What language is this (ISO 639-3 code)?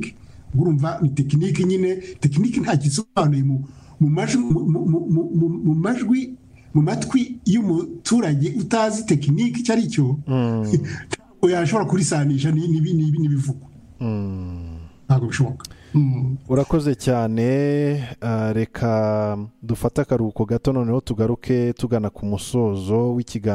kin